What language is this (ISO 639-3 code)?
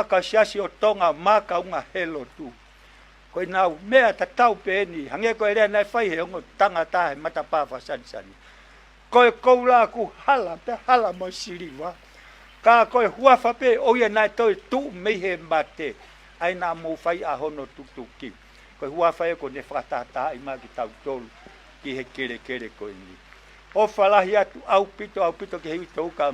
ton